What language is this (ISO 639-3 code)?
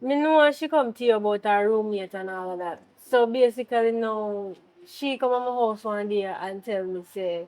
jam